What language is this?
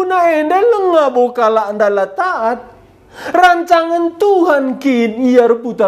Batak Karo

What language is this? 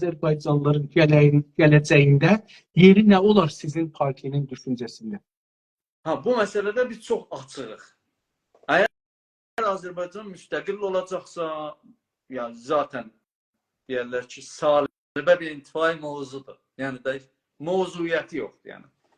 South Azerbaijani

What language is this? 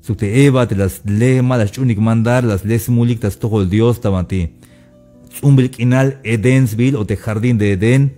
Tzeltal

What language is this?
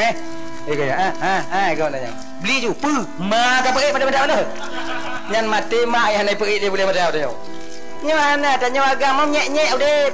Achinese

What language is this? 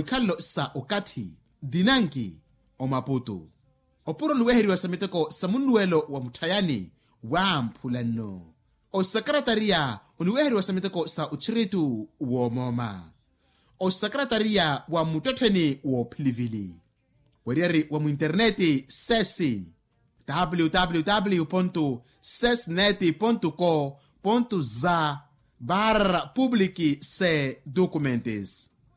Makhuwa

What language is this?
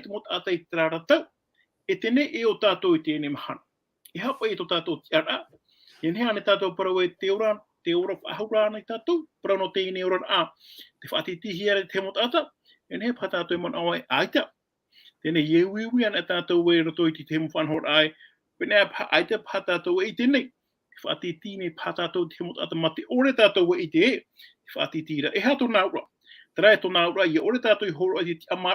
Tahitian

